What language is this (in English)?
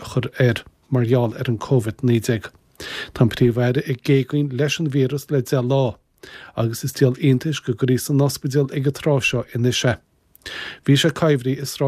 Irish